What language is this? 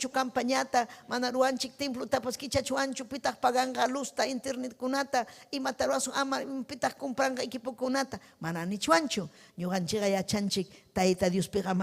Ayacucho Quechua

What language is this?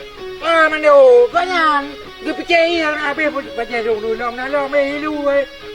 Achinese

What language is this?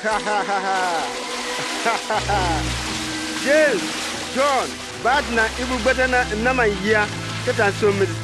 Bimoba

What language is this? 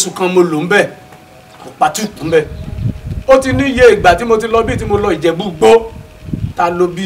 Yoruba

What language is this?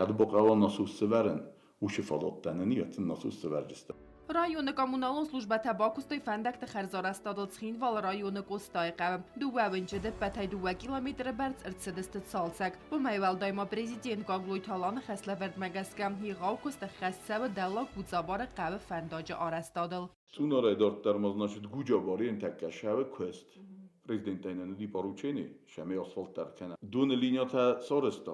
Ossetic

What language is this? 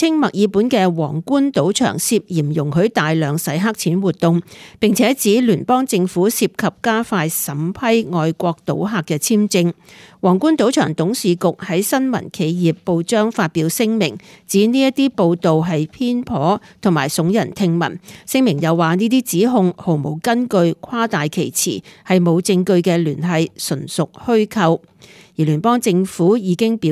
Cantonese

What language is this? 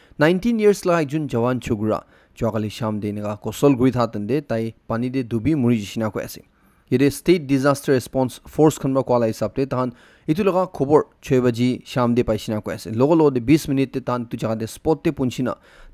Naga Pidgin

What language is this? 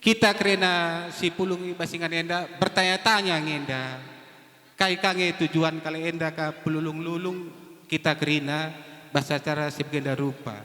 Batak Karo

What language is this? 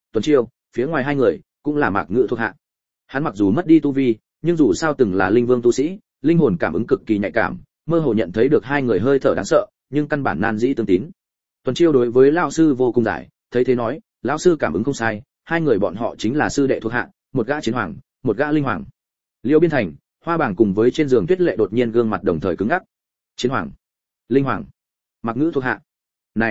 Vietnamese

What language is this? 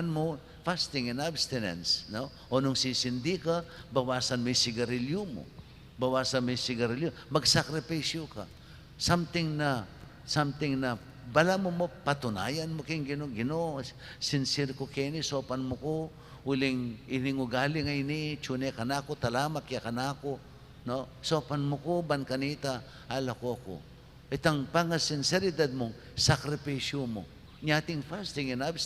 Pampanga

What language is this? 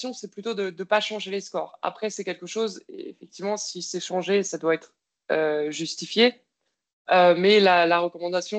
French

